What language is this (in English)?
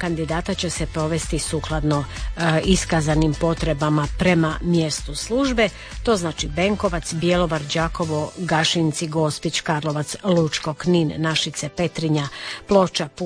Croatian